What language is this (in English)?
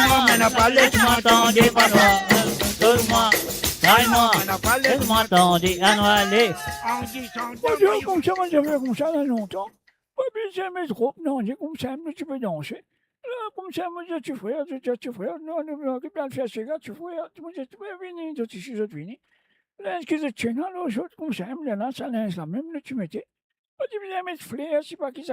Morisyen